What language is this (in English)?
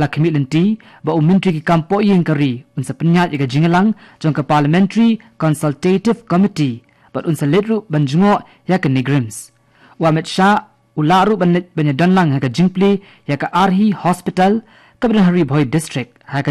Khasi